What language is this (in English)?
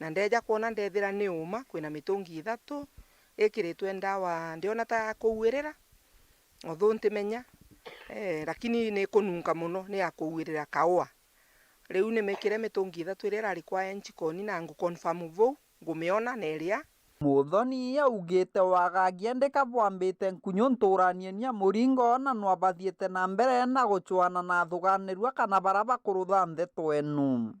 Meru